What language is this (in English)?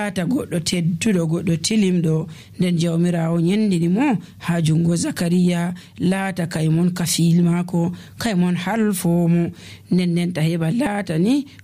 Nigerian Fulfulde